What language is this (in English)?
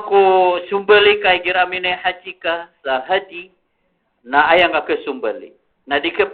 Maranao